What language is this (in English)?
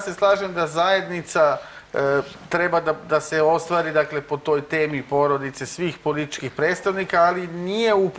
Serbian